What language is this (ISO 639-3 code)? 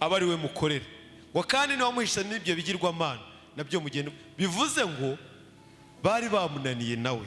kin